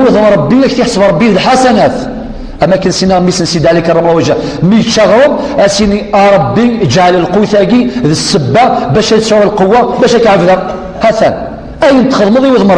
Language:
Kabyle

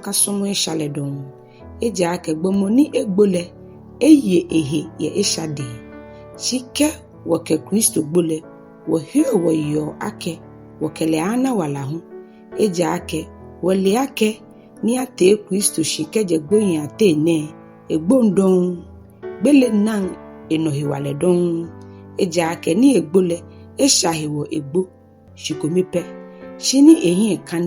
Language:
Ga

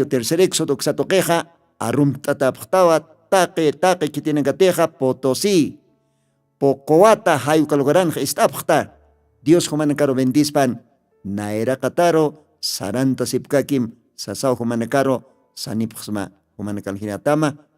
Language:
Aymara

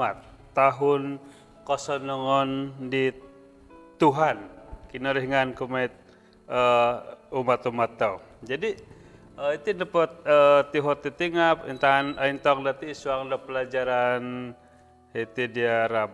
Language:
Central Dusun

